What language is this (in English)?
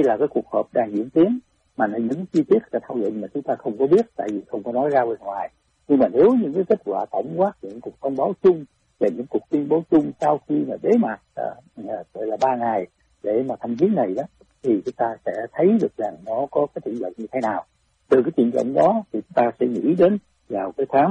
Vietnamese